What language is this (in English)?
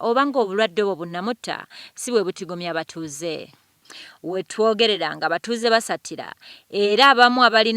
Ganda